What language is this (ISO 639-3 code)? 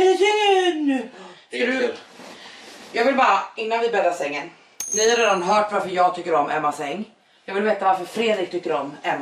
swe